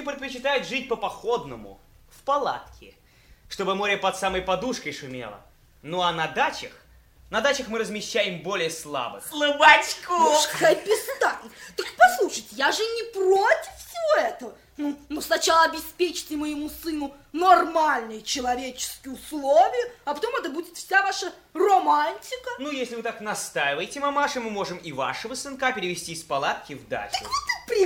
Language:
Russian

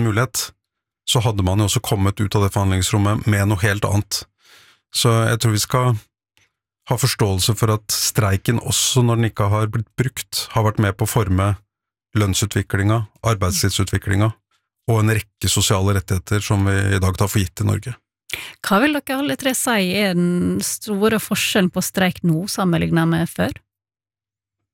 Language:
Norwegian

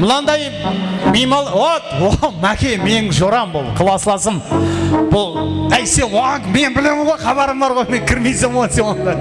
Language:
Kara-Kalpak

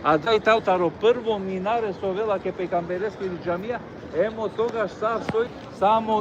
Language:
Balkan Romani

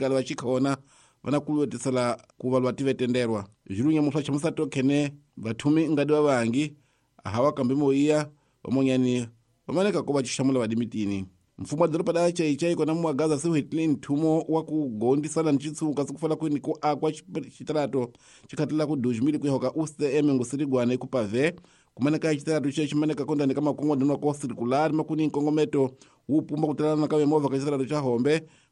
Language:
Tsonga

